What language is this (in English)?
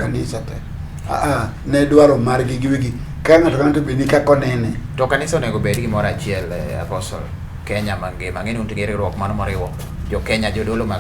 Luo (Kenya and Tanzania)